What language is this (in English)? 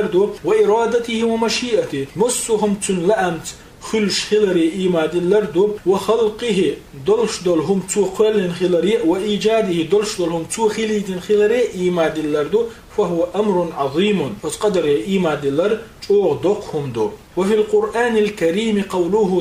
Chechen